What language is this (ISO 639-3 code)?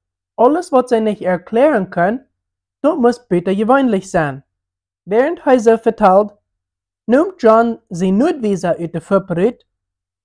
pdt